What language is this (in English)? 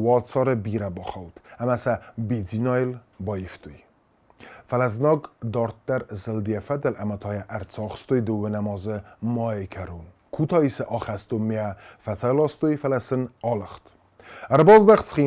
Ossetic